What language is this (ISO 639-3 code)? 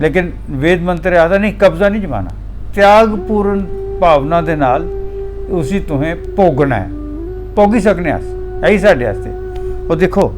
doi